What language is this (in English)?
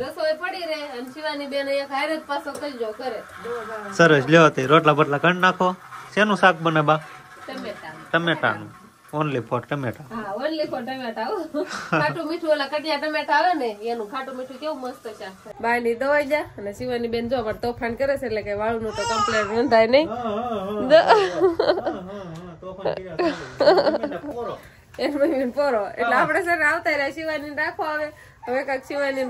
Gujarati